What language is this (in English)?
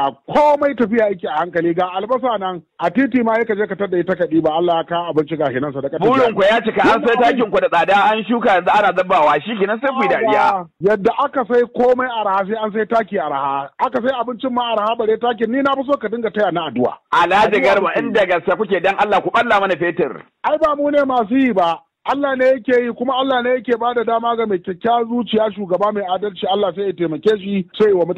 Hausa